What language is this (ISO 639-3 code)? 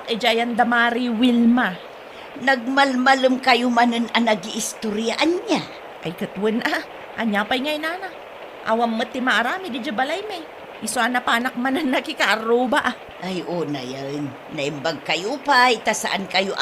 ilo